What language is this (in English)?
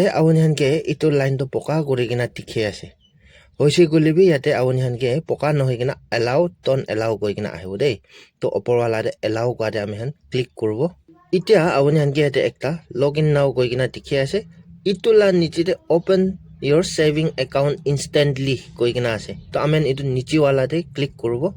Naga Pidgin